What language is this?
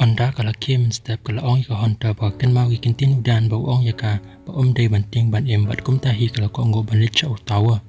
Khasi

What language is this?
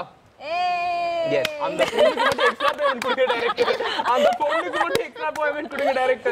Tamil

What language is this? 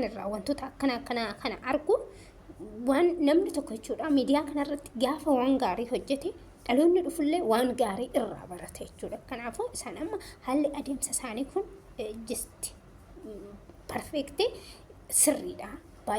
Oromo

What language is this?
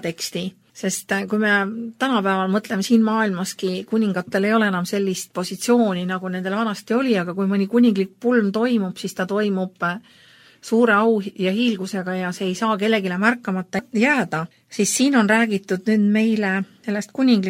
Estonian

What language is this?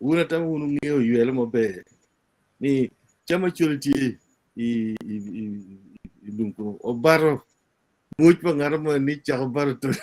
Acoli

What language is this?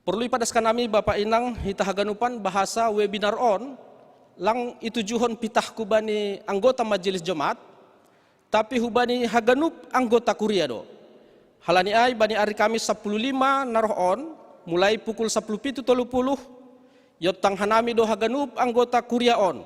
Batak Simalungun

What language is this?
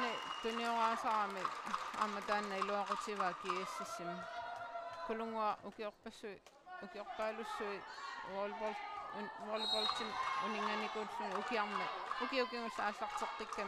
Kalaallisut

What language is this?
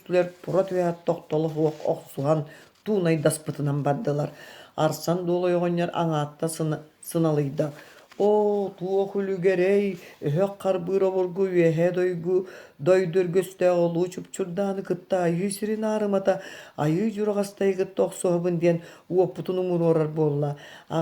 Yakut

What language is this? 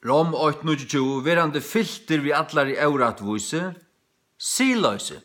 Faroese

